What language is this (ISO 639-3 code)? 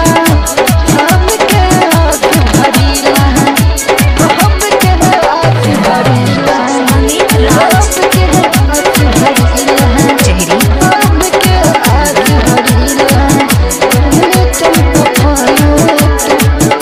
bho